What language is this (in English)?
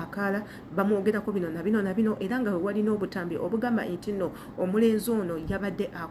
Ganda